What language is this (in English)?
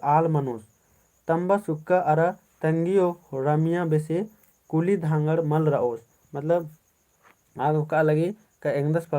Kurukh